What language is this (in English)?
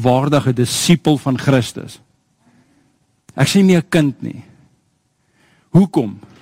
Afrikaans